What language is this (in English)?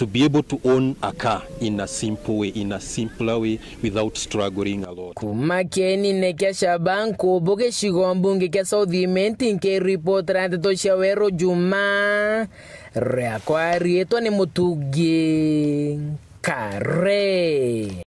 Meru